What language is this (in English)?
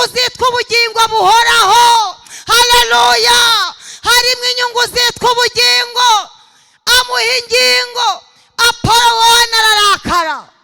Kinyarwanda